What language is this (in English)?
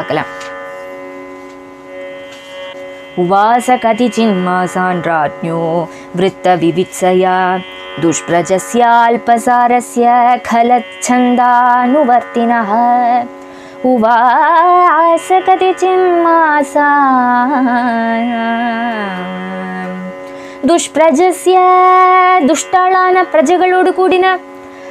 Tamil